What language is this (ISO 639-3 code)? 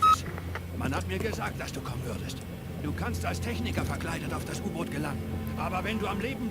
bar